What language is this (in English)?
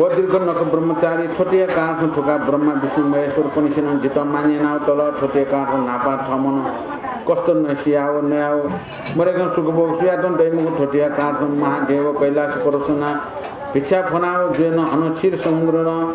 Newari